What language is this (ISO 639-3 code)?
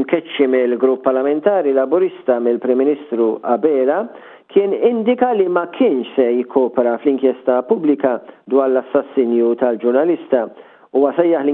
mlt